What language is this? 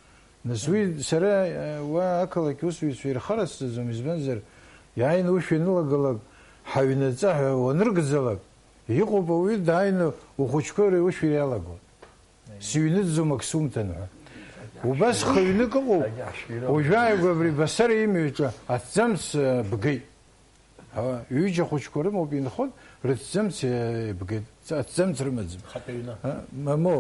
Abkhazian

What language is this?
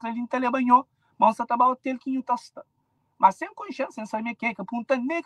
Kabuverdianu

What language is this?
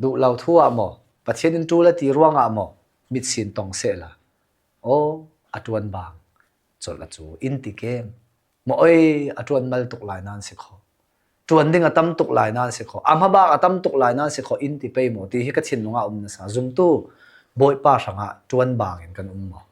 Falam Chin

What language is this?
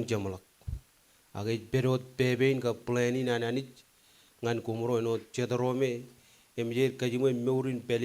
Marshallese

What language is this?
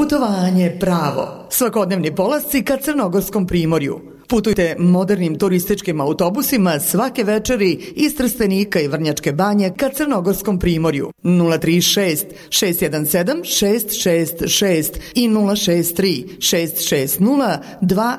Serbian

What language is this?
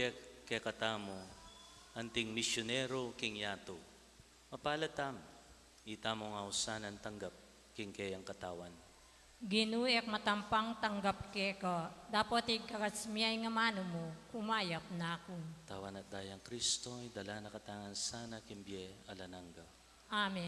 Pampanga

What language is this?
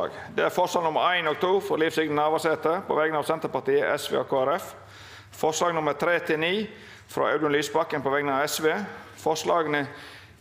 Norwegian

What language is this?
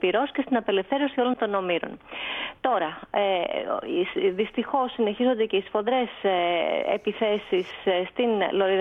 Greek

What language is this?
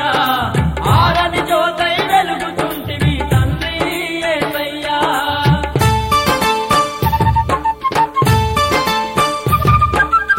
Telugu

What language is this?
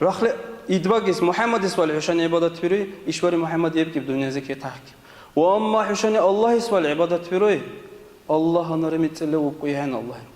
Dargwa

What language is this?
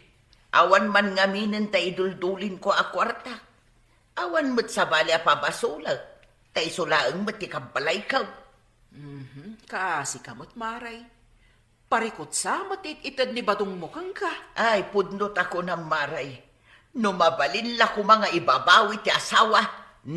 Iloko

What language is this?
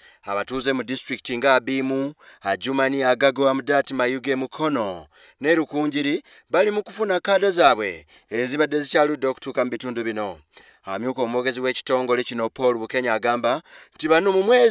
Ganda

